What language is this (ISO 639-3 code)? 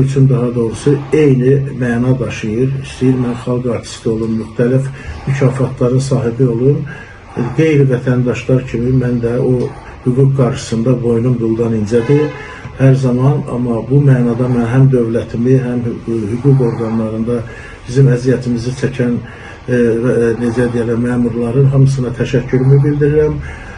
aze